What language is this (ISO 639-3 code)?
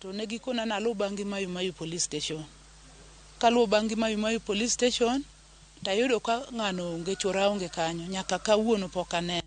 luo